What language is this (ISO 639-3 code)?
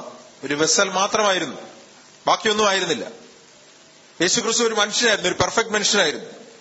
mal